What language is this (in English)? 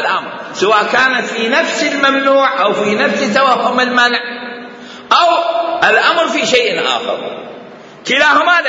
Mesopotamian Arabic